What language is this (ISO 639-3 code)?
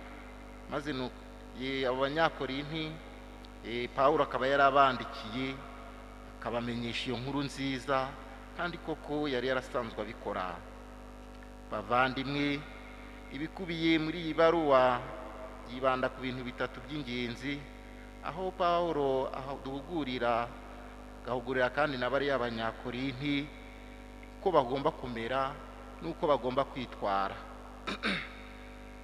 kin